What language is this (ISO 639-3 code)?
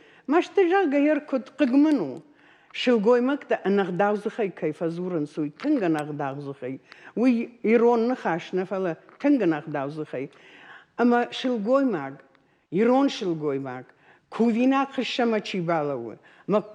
oss